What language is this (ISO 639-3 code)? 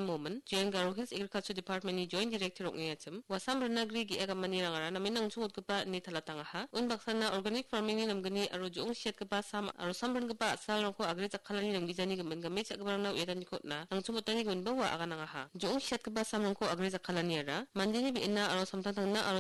grt